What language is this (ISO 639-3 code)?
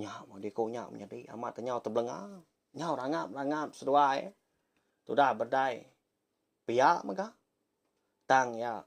iba